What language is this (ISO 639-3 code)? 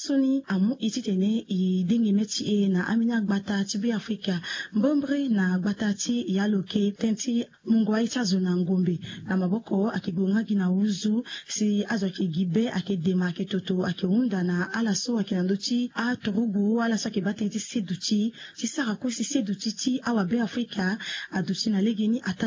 sag